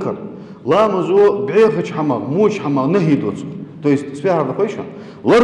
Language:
Ingush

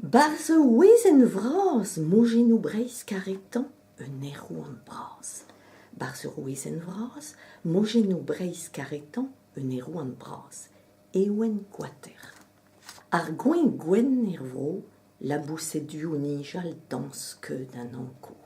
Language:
Breton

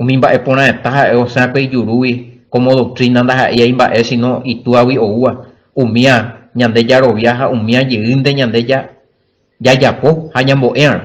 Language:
Guarani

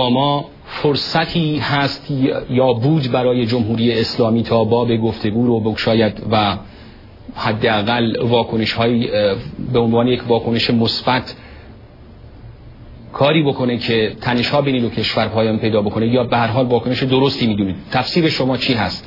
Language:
Persian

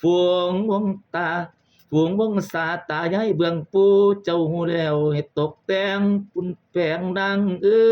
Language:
Lao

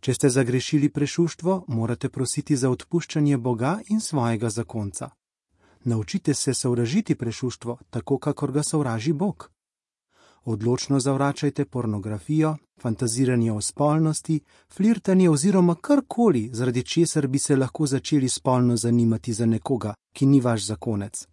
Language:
Slovenian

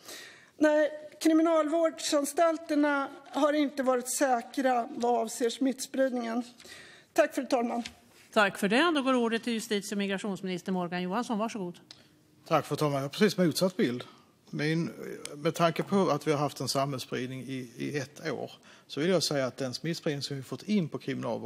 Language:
Swedish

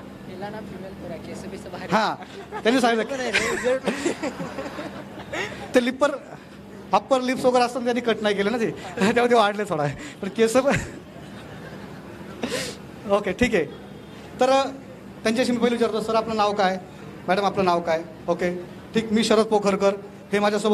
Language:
Marathi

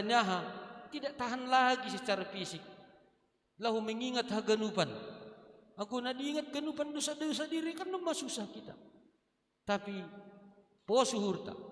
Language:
Batak Simalungun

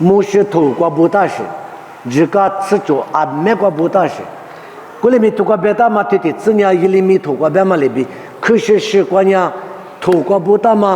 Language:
Lisu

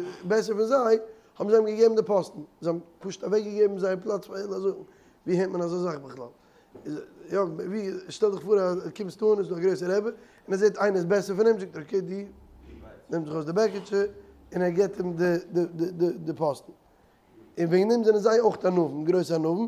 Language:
Yiddish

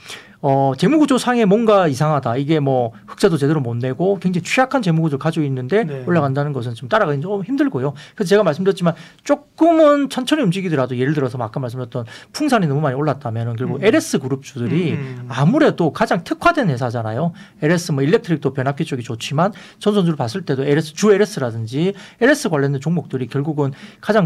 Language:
Korean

